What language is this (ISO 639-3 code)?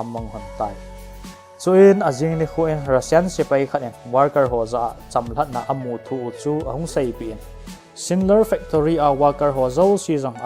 tcz